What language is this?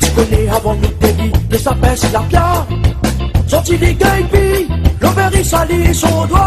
Réunion Creole French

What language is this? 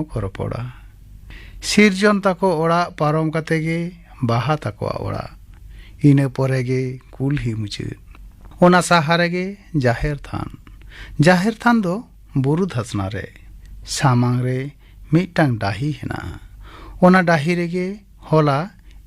Santali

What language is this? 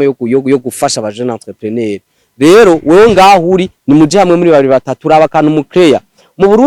Rundi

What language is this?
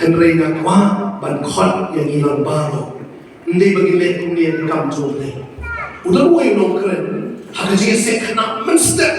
Khasi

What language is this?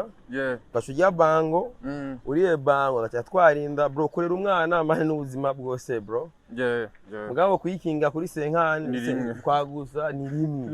Rundi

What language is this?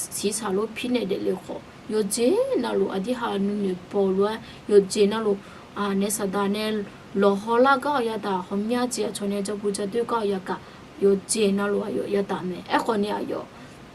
Akha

